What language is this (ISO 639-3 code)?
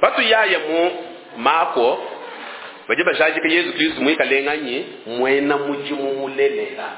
lua